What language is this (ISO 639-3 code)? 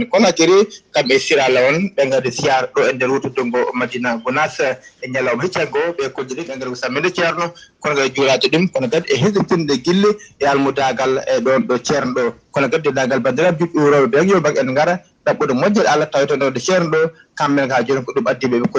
ful